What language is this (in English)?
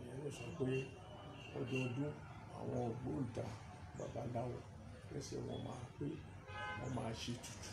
Yoruba